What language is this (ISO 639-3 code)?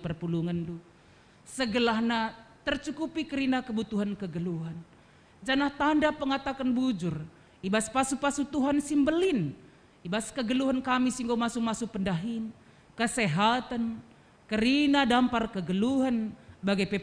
btx